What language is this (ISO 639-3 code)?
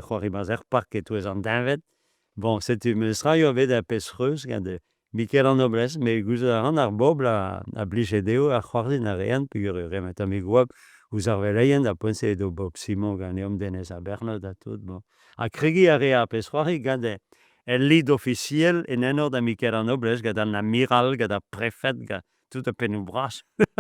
bre